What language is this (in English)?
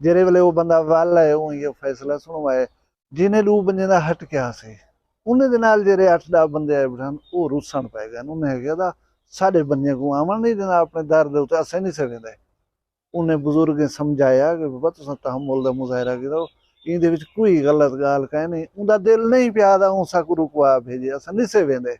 Saraiki